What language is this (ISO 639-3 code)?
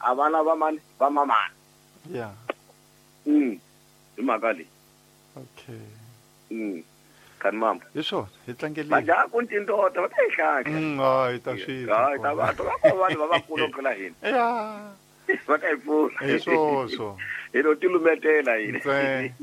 tso